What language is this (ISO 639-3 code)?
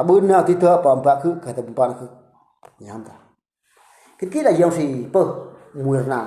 bru